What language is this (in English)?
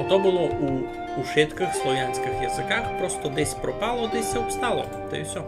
Rusyn